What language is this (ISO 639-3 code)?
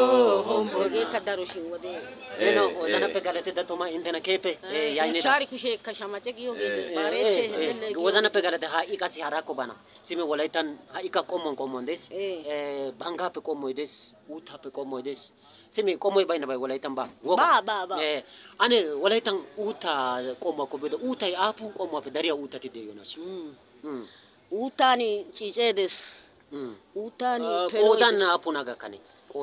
wal